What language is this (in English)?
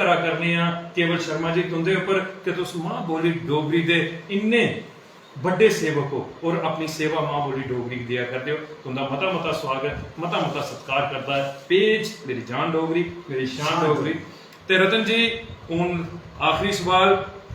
Dogri